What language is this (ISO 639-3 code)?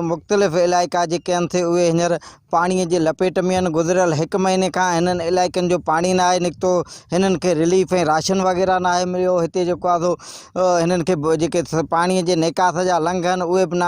snd